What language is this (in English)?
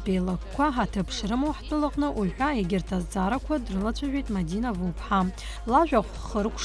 Abkhazian